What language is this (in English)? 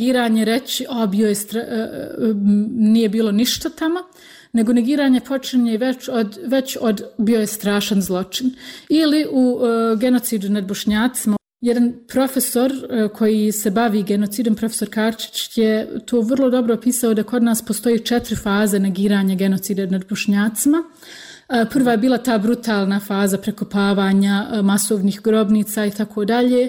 Bosnian